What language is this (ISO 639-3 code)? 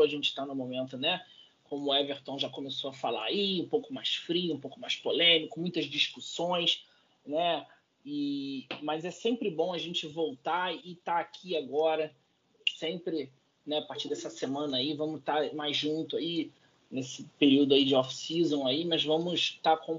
por